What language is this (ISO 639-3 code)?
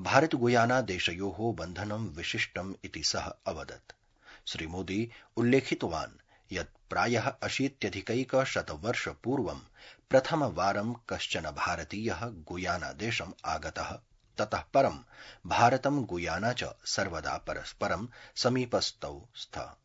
san